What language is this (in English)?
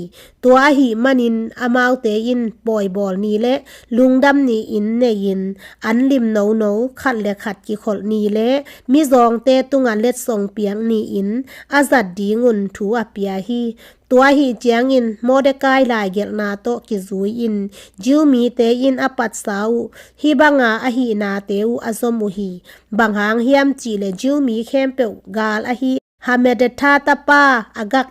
Tedim Chin